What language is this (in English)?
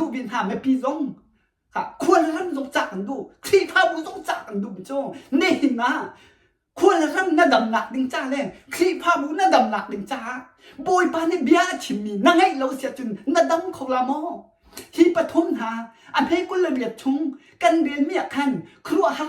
Hakha Chin